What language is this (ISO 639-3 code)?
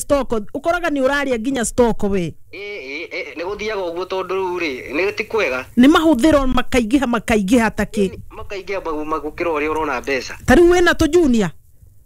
kik